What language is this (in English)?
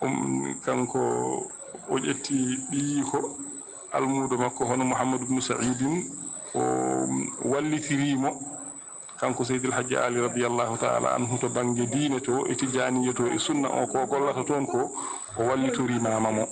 Fula